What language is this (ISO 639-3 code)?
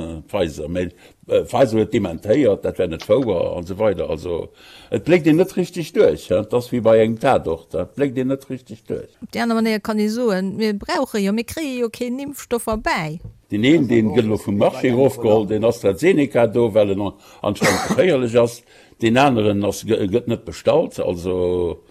ltz